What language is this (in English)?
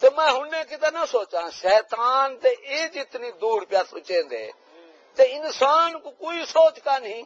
Saraiki